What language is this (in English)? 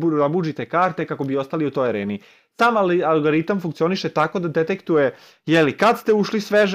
Serbian